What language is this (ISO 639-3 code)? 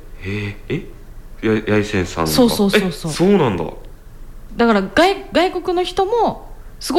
jpn